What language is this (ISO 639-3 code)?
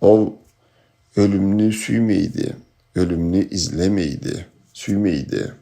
krc